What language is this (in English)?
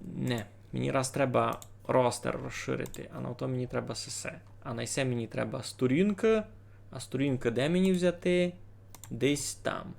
Rusyn